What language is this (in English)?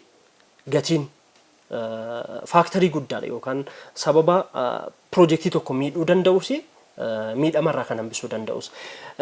Oromo